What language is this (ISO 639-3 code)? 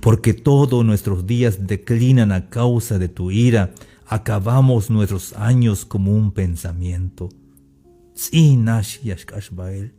tzh